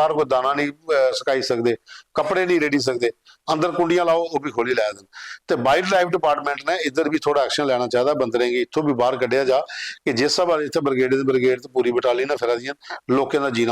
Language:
Dogri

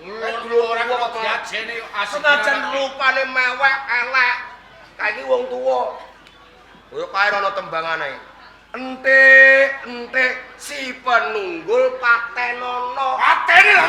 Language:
Javanese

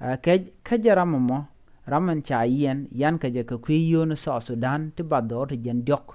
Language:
Nuer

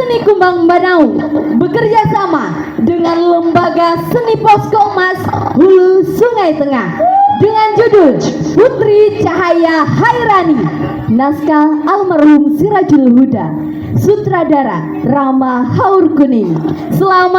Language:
Banjar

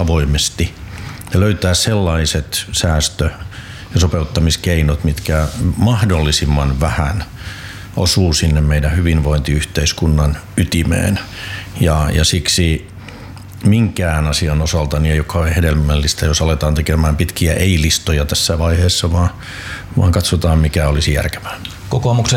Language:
Finnish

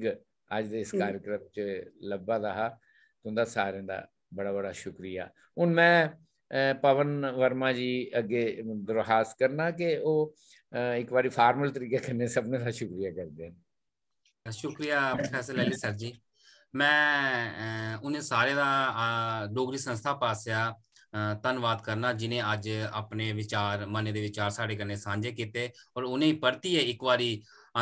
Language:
Dogri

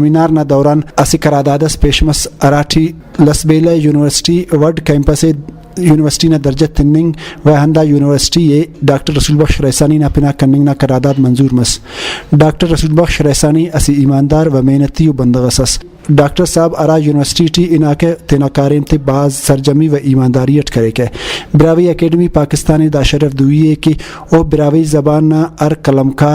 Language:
Brahui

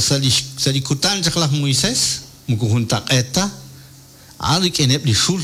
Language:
Kekchí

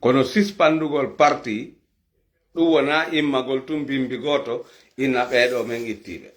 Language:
Fula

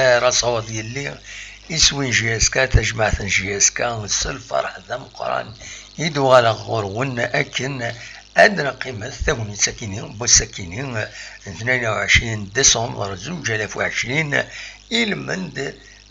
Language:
Kabyle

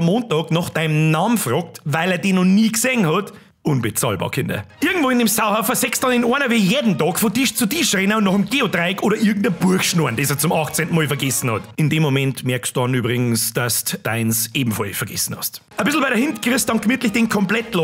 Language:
Bavarian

